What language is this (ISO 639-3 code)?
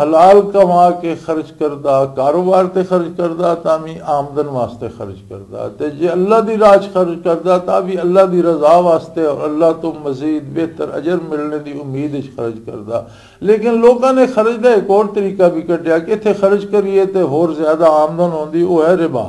lah